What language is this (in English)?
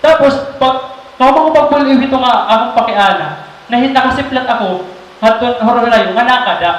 Waray